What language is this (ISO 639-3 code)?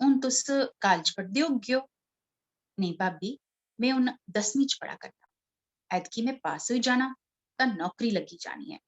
doi